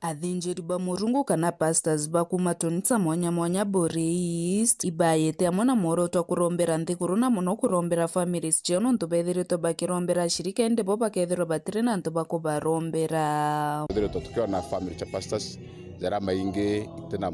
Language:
Meru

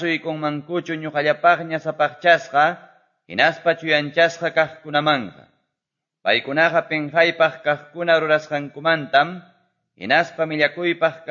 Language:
Quechua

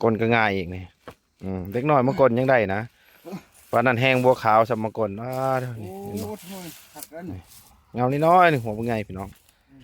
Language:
Lao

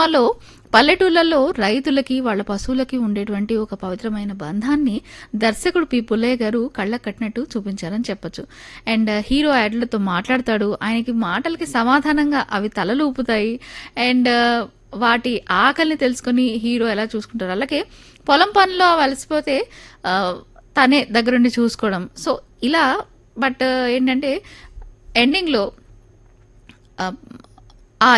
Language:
Telugu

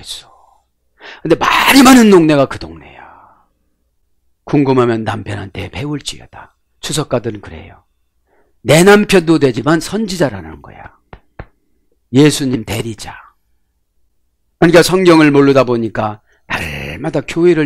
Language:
Korean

